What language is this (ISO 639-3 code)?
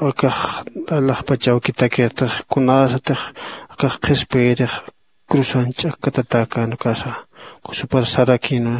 aym